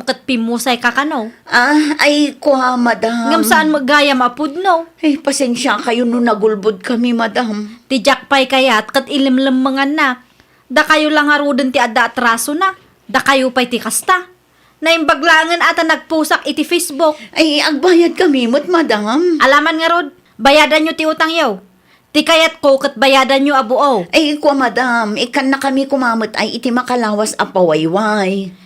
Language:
Iloko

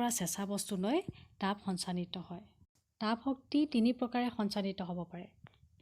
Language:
Assamese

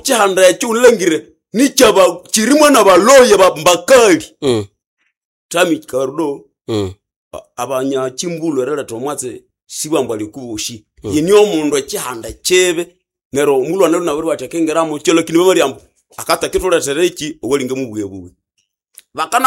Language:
Nande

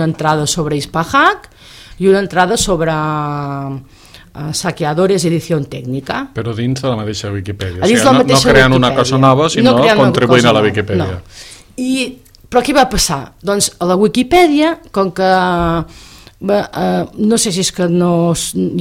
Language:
Catalan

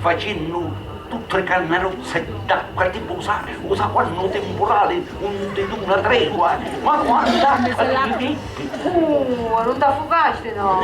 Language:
Sicilian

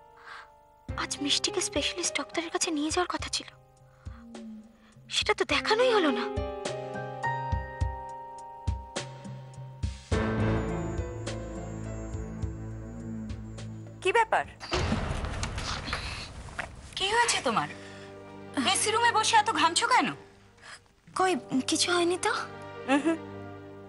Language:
Bangla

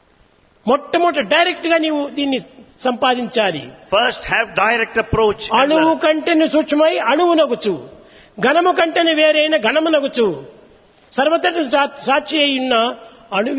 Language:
Telugu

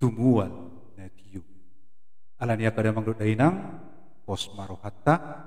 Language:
Batak Toba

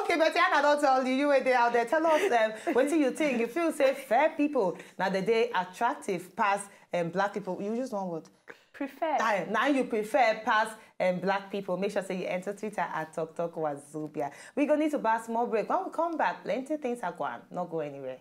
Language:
Nigerian Pidgin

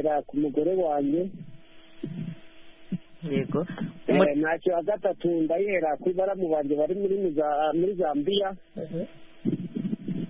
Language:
Kinyarwanda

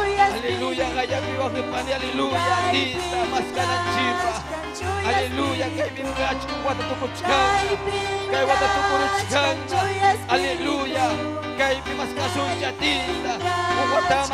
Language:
Ayacucho Quechua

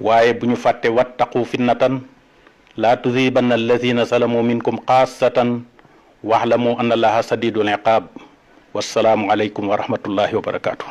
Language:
Wolof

